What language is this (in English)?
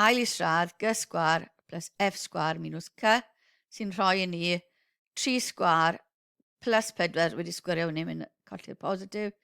Welsh